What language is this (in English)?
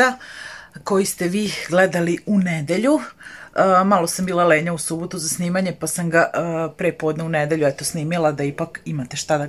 Serbian